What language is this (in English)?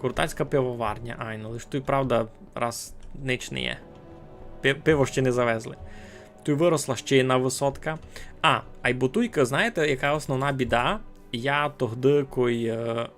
Rusyn